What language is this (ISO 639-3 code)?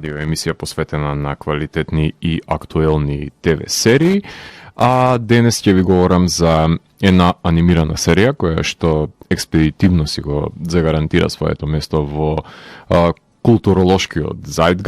mkd